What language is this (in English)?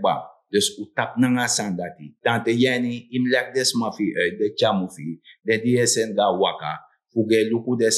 Sranan Tongo